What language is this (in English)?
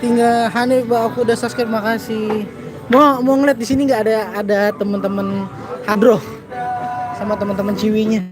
Betawi